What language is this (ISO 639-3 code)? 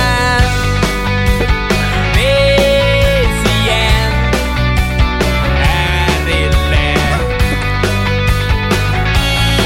fin